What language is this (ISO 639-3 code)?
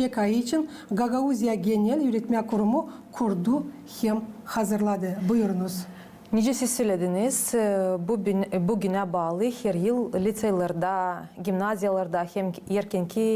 gag